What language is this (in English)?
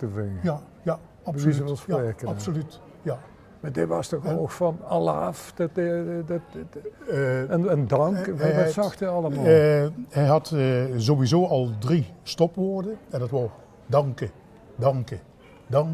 Limburgish